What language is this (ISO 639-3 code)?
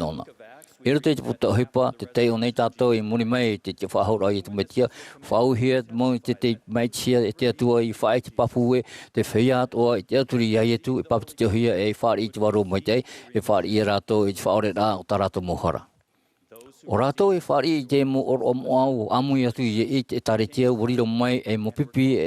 tah